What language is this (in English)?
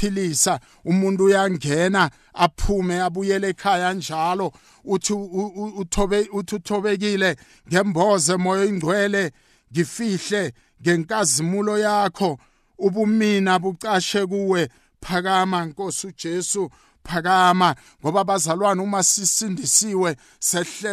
South Ndebele